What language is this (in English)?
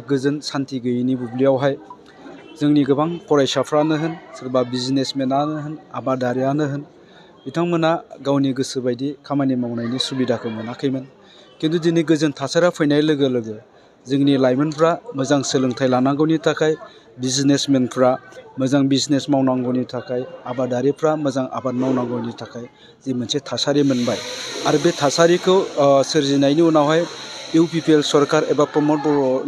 Bodo